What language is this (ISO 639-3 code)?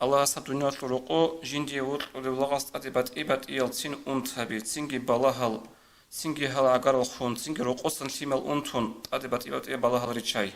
ava